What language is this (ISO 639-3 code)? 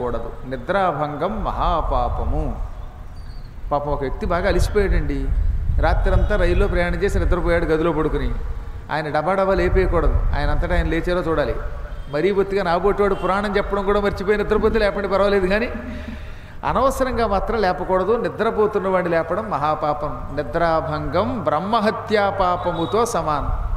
tel